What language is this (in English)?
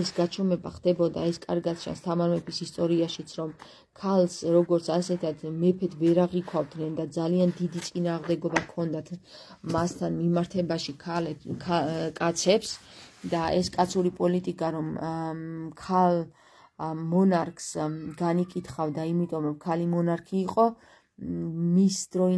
Georgian